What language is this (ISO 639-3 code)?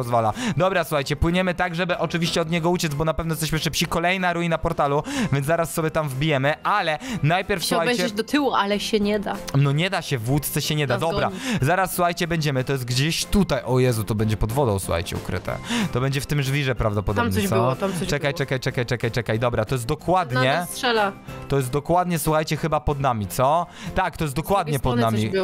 pol